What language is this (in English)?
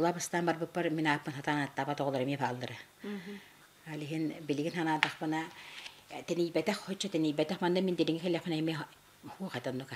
Yakut